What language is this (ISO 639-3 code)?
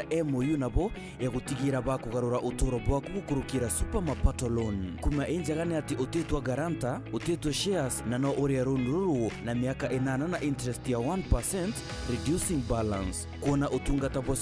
mer